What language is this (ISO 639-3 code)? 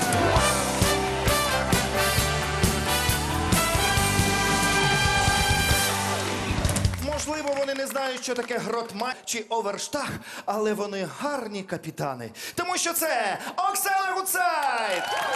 ukr